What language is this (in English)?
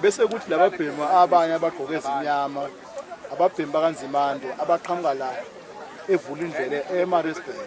Zulu